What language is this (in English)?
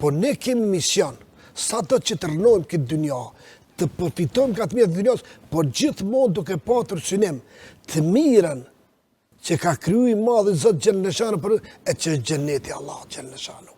Albanian